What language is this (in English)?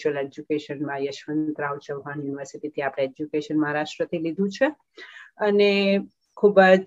Gujarati